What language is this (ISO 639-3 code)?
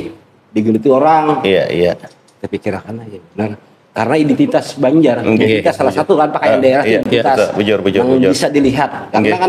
bjn